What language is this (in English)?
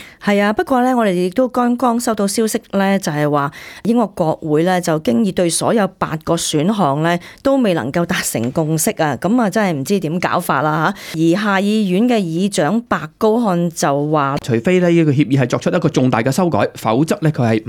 Cantonese